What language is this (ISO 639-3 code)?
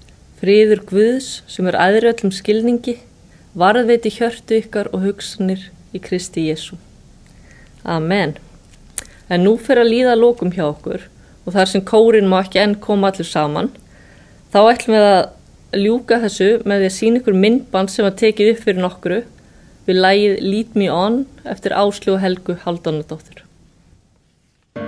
isl